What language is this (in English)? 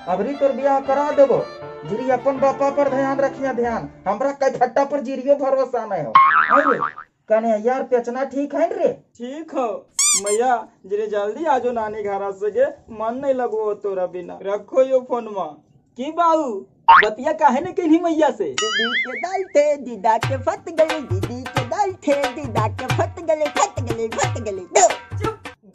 Magahi